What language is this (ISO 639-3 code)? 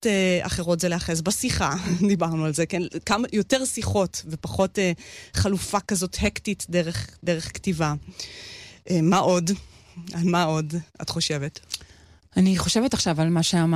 heb